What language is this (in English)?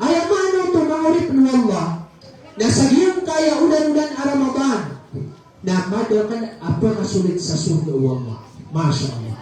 Maranao